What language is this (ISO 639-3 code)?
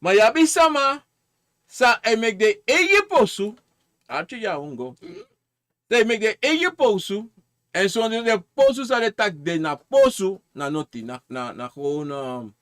srn